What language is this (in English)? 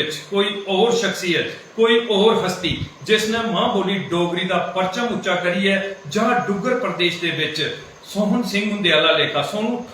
Dogri